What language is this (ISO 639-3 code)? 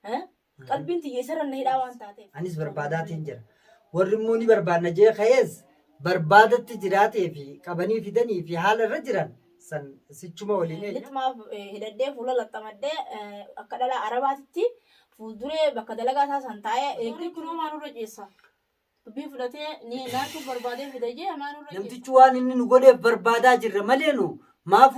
orm